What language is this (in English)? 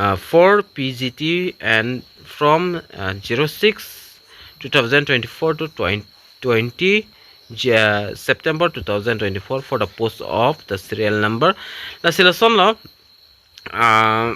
Karbi